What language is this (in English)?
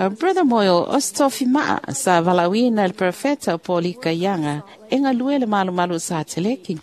Samoan